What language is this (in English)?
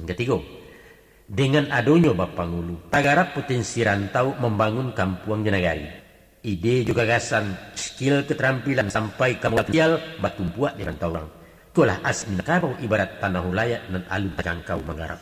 Minangkabau